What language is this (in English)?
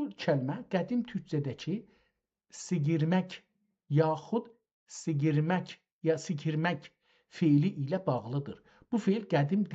South Azerbaijani